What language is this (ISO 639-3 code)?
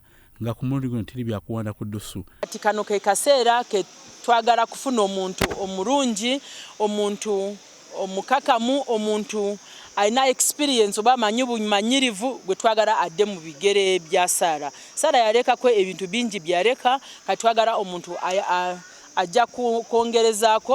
lug